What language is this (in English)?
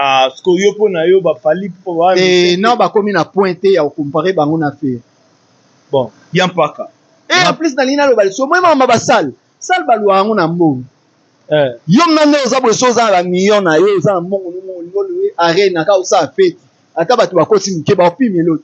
Lingala